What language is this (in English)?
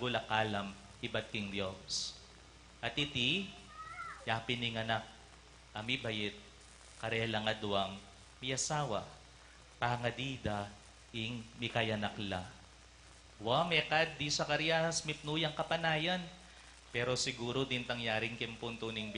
Pampanga